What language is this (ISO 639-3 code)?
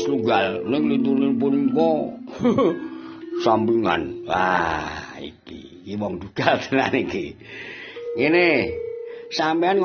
jav